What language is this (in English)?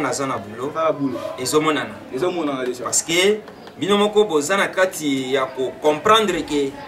Lingala